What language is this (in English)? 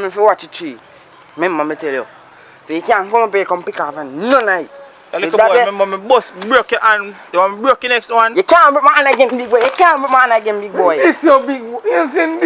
Jamaican Creole English